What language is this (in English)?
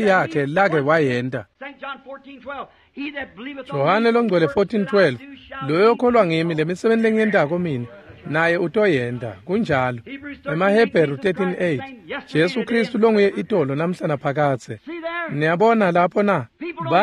Swati